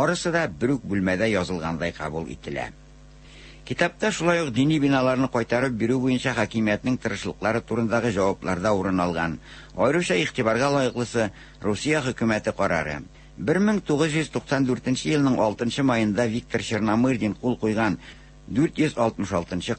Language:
Tatar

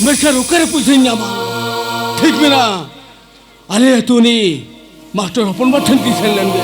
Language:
Santali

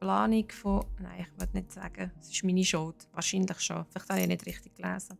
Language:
Swiss German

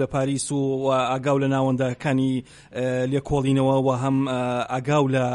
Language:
Central Kurdish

